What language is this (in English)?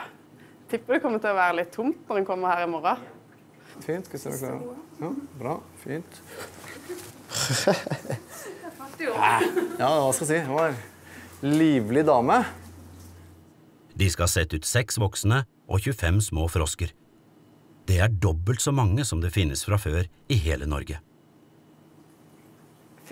Norwegian